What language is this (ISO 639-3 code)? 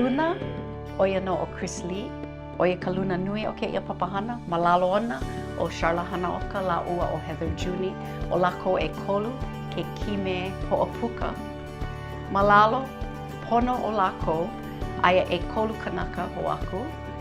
haw